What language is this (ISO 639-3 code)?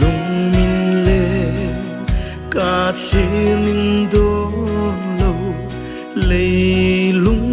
hmr